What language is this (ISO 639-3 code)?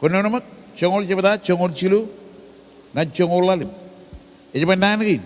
mah